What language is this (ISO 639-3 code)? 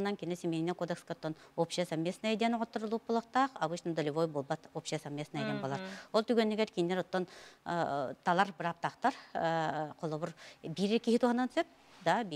sah